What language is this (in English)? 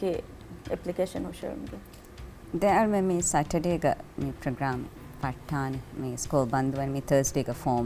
Divehi